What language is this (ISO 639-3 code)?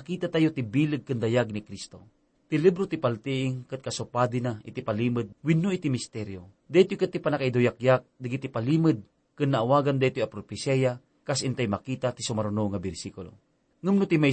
ilo